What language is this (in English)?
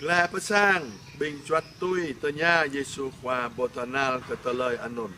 Jarai